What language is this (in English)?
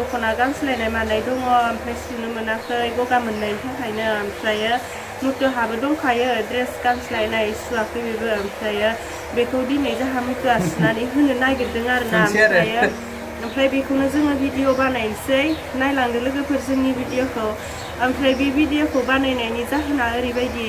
Bodo